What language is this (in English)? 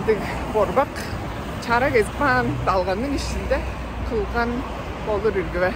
Tuvinian